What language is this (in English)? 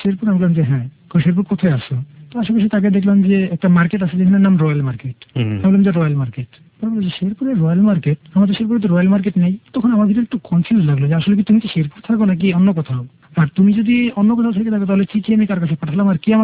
Bangla